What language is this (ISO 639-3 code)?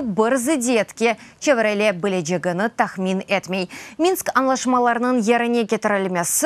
crh